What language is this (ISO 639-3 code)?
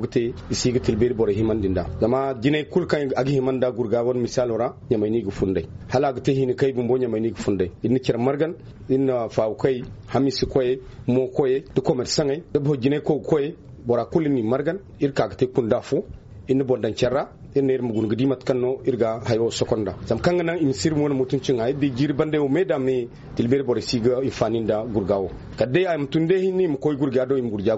dje